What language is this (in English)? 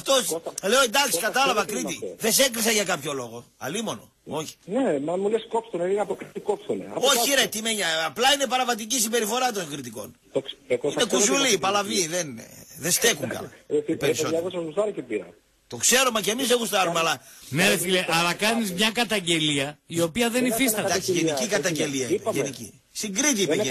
Greek